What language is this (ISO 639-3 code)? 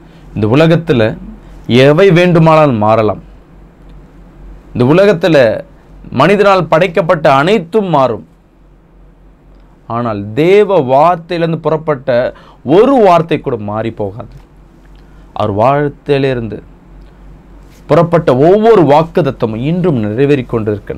tam